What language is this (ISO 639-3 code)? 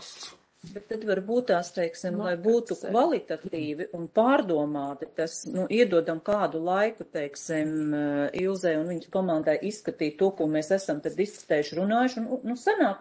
lav